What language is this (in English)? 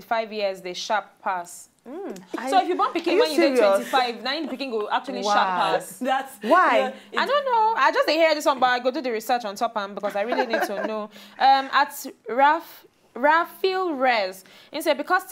Nigerian Pidgin